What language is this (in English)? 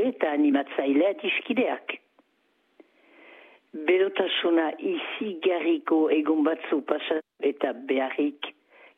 Basque